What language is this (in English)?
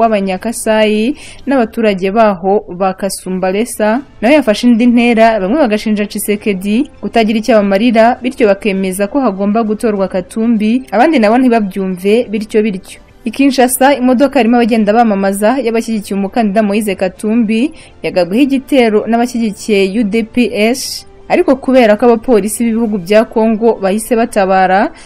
Kinyarwanda